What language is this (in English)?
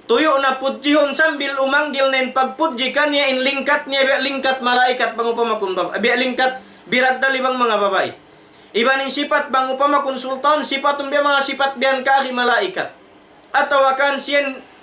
Tausug